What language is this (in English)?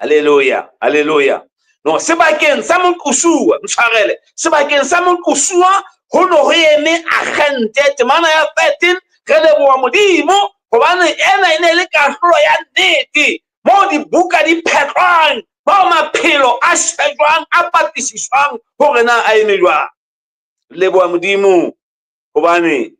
Southern Sotho